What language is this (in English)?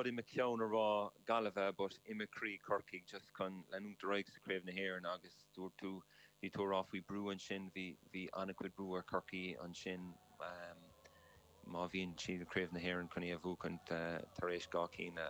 Irish